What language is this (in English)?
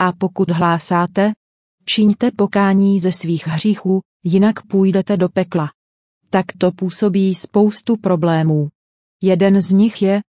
Czech